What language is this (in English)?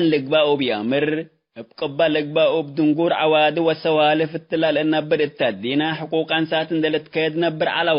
Tigre